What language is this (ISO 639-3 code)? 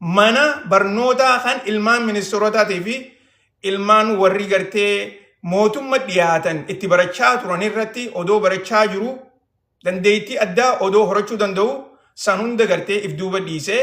orm